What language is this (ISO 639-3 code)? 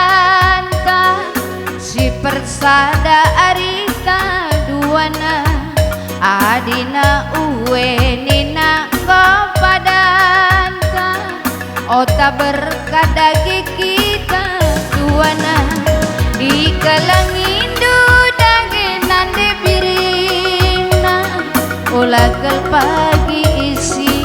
btx